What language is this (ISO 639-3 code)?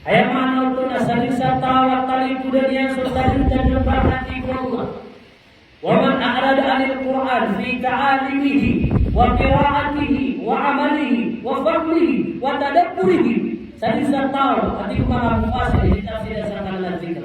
mrw